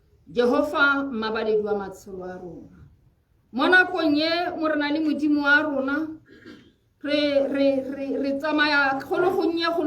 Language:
Tswana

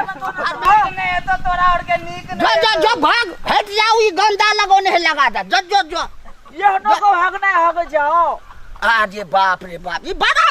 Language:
Maithili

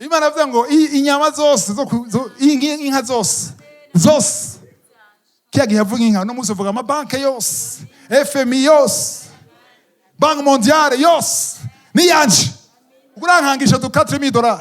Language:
Rundi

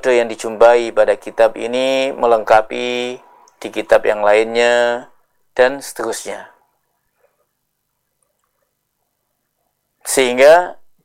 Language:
Indonesian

